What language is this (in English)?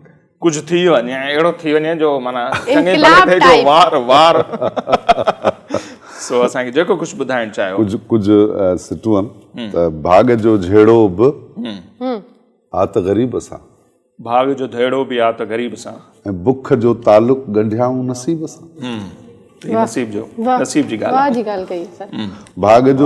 Sindhi